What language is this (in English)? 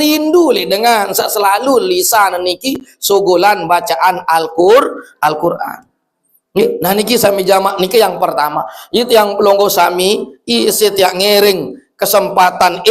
Sasak